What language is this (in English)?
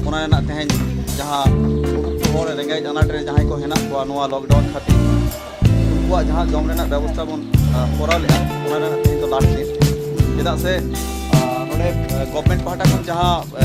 Santali